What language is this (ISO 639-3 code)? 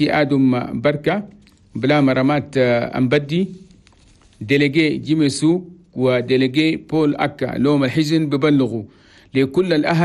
shu